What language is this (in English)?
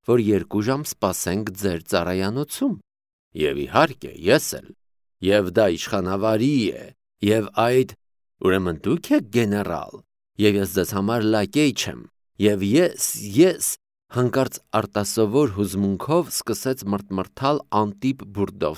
Armenian